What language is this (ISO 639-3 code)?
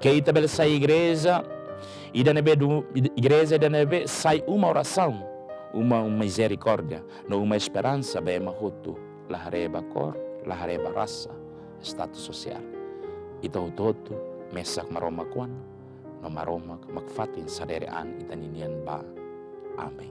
tet